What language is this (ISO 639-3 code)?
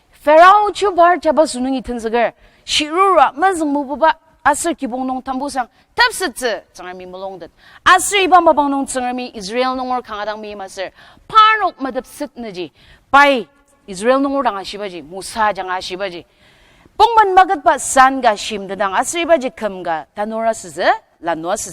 njo